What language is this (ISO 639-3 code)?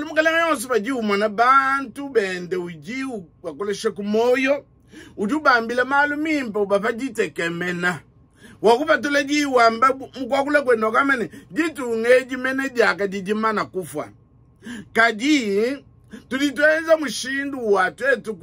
lua